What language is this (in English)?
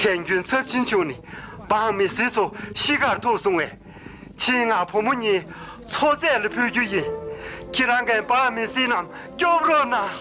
Tibetan